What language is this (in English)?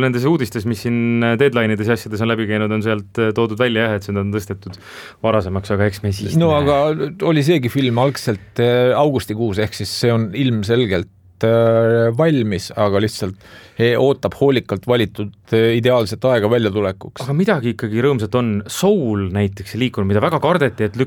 Estonian